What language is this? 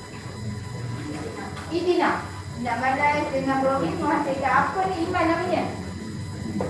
Malay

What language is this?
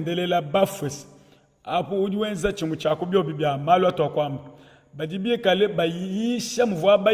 Luba-Lulua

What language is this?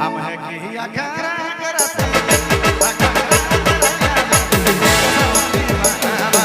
Sadri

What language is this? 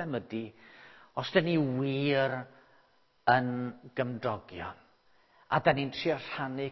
Welsh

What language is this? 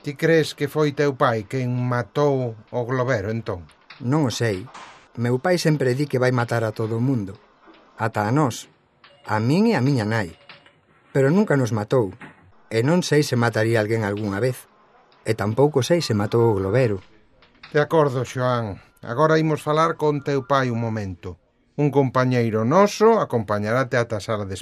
Galician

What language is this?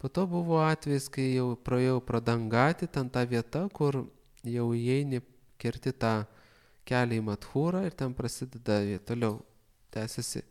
Lithuanian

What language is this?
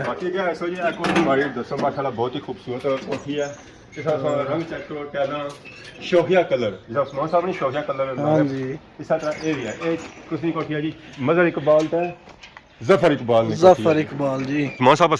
Pahari-Potwari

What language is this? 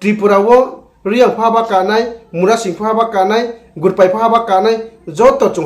Riang (India)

